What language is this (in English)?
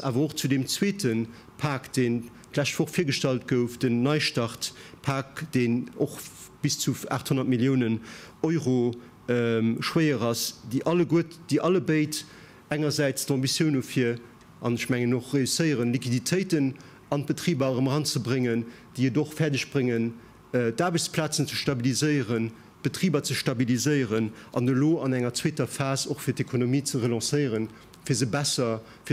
Luxembourgish